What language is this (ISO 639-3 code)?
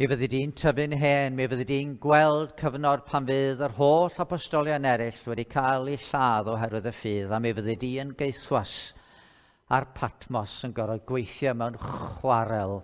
cym